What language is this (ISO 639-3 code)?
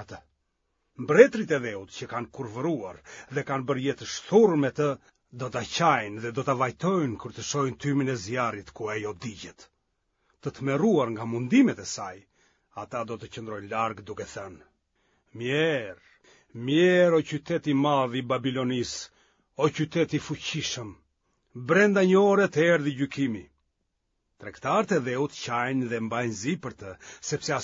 sqi